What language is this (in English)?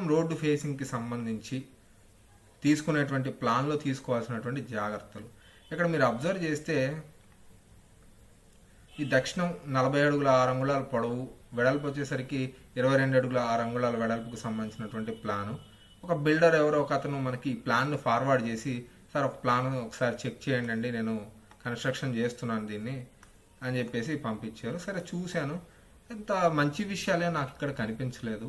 Telugu